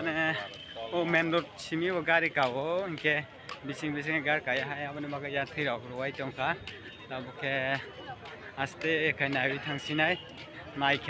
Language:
Kok Borok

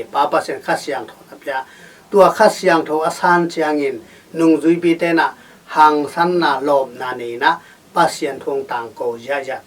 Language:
Tedim Chin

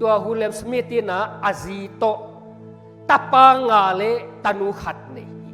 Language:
Tedim Chin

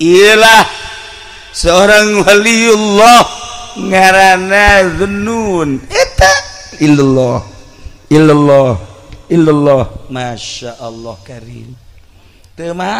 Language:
Sundanese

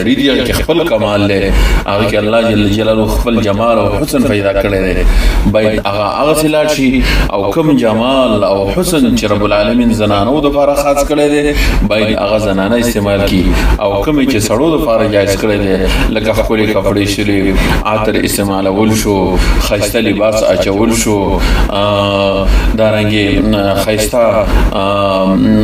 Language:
Pashto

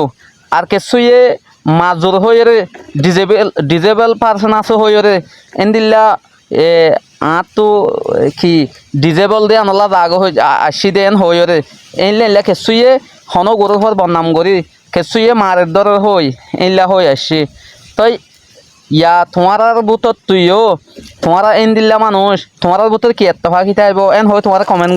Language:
Rohingya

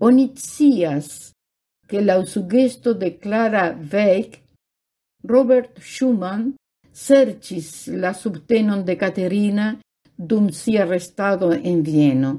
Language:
Esperanto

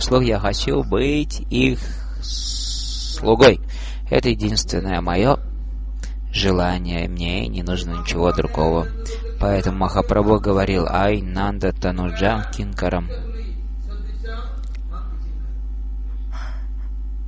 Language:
Russian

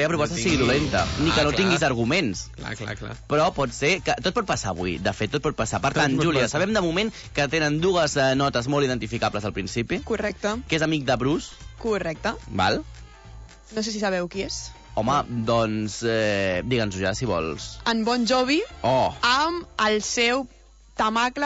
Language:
Catalan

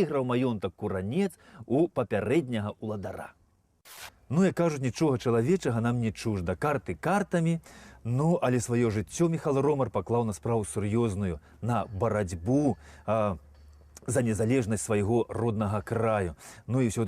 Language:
Belarusian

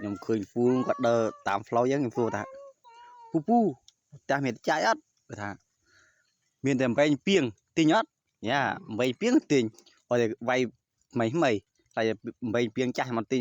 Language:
Khmer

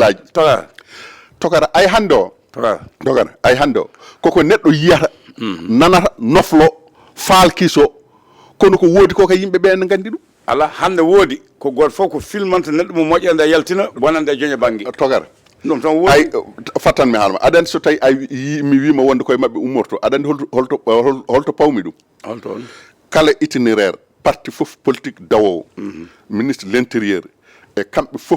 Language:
Fula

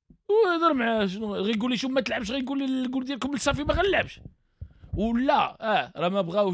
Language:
Moroccan Arabic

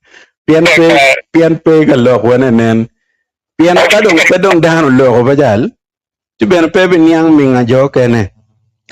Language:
Acoli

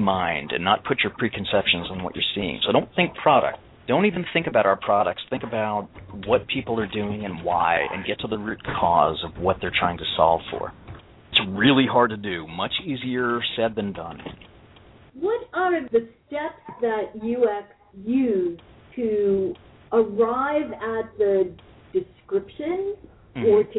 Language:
English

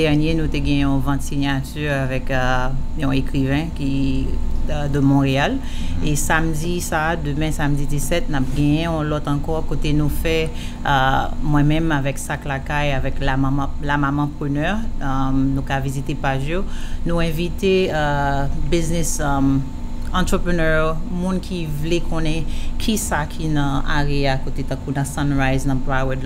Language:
Haitian Creole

